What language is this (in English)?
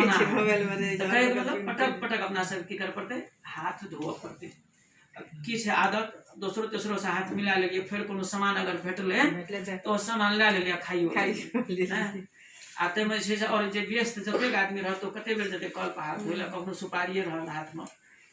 Maithili